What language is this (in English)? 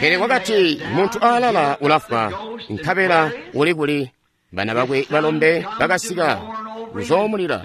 Tonga (Zambia)